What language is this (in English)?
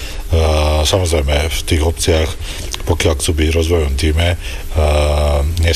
Slovak